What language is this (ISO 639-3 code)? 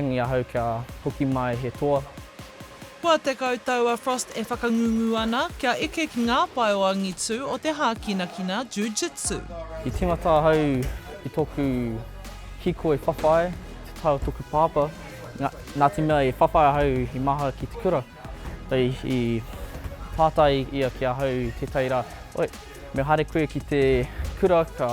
mri